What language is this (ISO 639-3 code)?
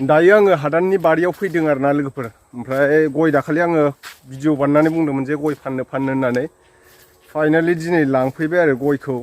brx